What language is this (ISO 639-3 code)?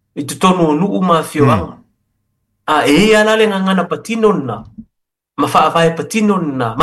smo